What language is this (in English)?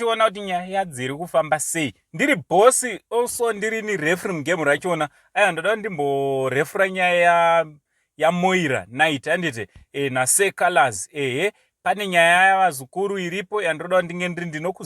Shona